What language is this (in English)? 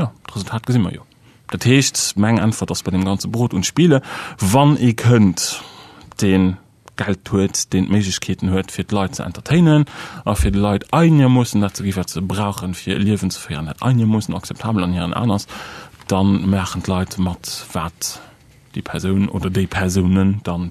Luxembourgish